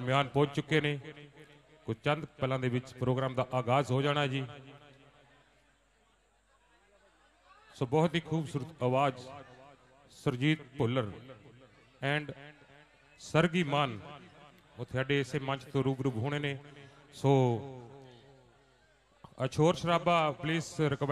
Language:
Punjabi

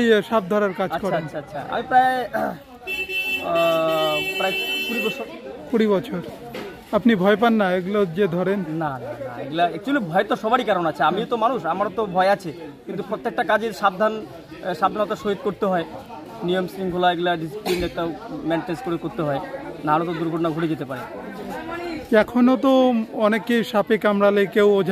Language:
Bangla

